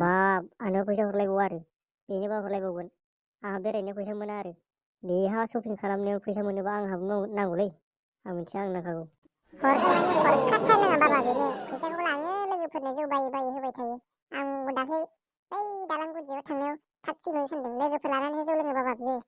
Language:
Bodo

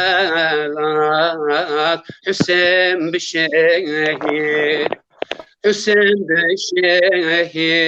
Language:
Zaza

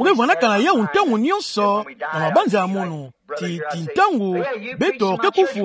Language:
Kituba (Democratic Republic of Congo)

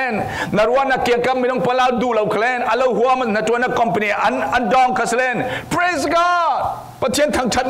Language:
Falam Chin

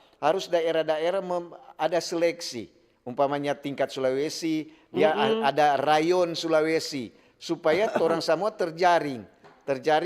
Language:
Manado Malay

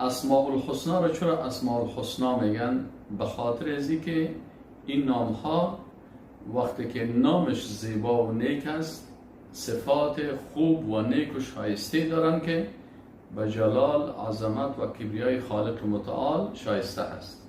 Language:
Persian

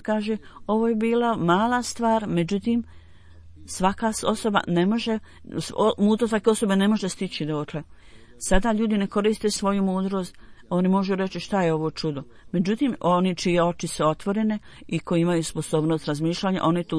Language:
Bosnian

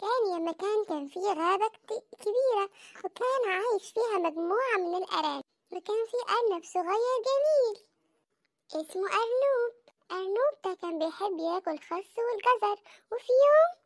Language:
Egyptian Arabic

